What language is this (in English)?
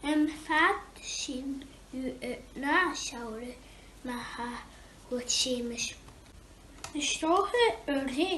Scottish Gaelic